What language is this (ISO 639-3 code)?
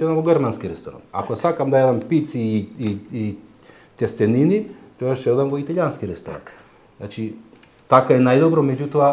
mkd